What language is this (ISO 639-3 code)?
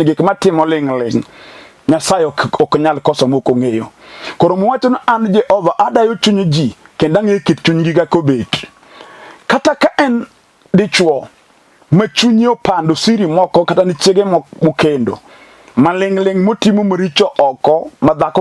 luo